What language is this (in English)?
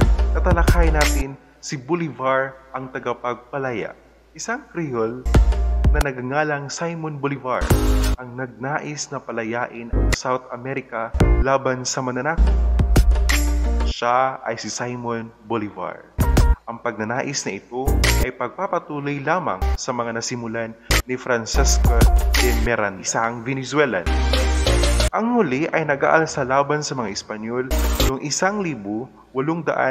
Filipino